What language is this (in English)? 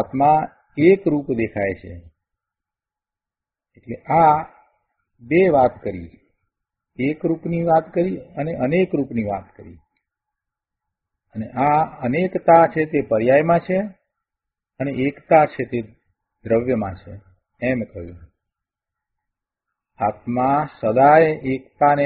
Gujarati